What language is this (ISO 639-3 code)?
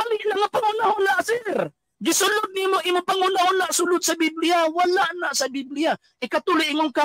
ceb